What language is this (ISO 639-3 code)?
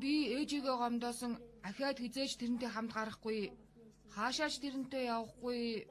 mon